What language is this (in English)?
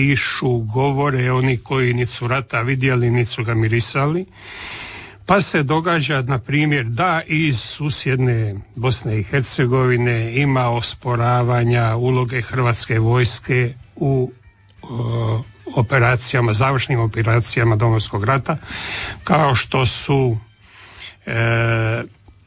Croatian